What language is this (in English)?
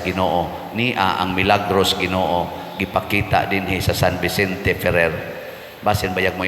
Cebuano